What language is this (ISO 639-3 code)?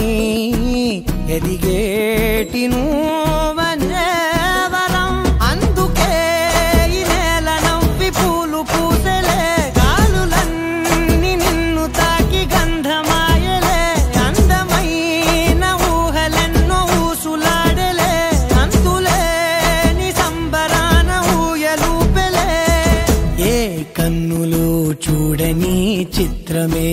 tel